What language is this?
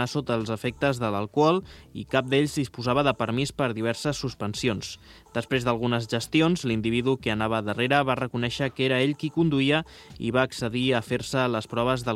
Catalan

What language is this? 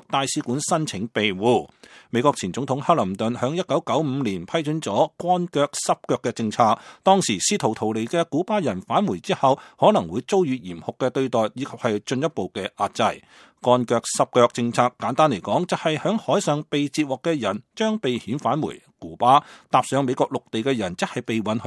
Cantonese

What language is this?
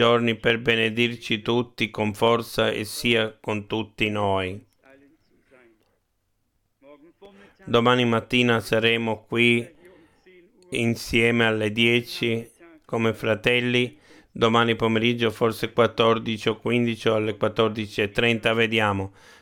Italian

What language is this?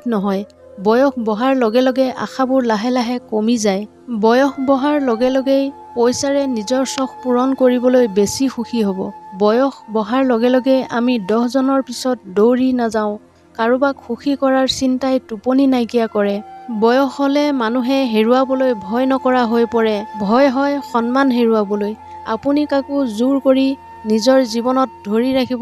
Assamese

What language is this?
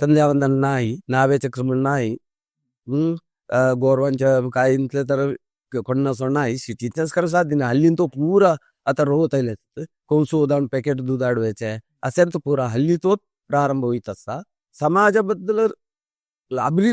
Konkani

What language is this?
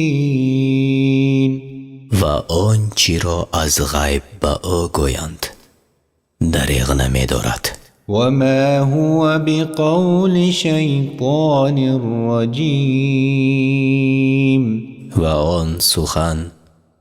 Tajik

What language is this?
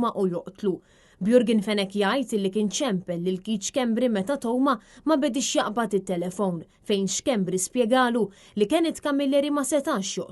Maltese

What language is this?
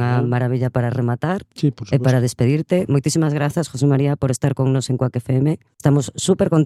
Galician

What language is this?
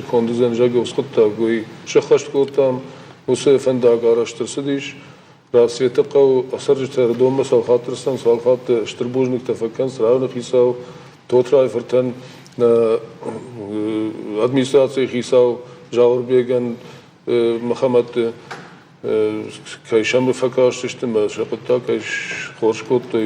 Ossetic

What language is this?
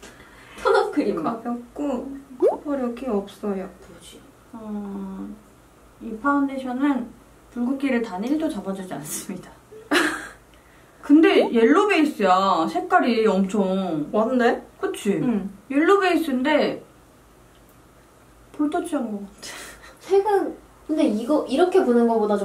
Korean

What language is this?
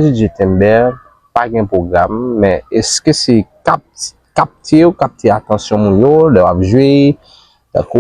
Haitian Creole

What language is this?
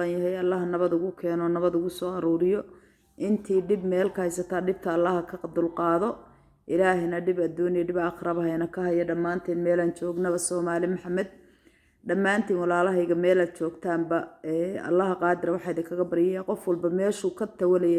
Somali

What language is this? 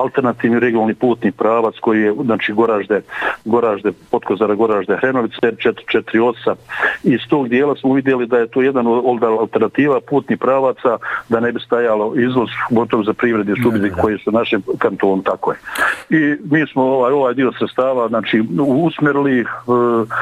Bosnian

